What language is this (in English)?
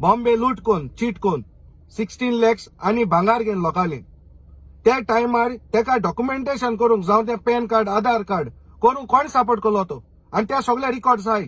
Konkani